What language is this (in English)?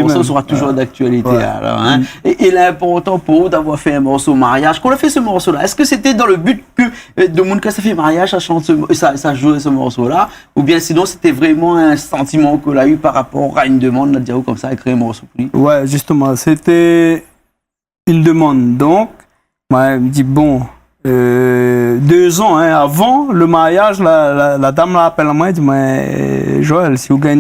Réunion Creole French